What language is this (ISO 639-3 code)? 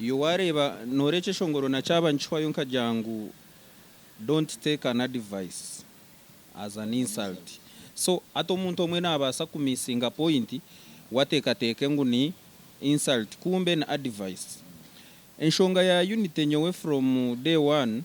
nyn